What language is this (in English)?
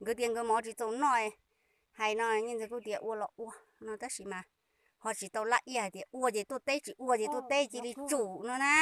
Hmong